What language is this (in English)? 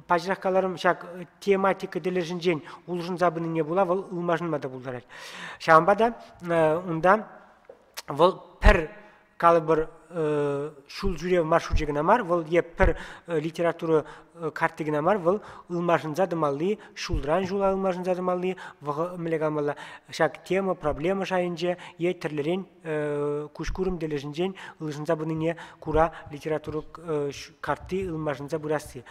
Chuvash